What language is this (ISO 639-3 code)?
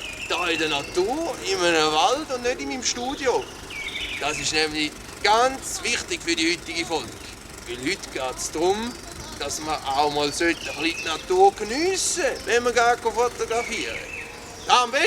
gsw